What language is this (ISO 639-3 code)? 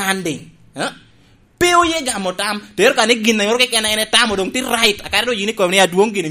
laj